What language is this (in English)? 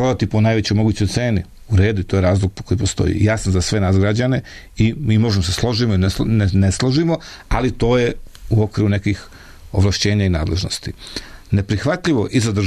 Serbian